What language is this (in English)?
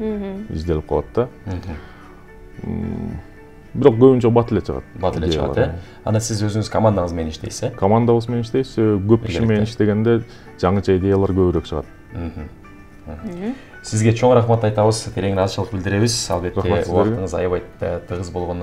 Kyrgyz